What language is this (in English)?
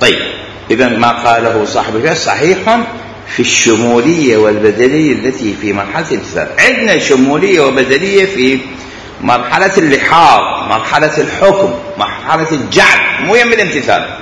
Mesopotamian Arabic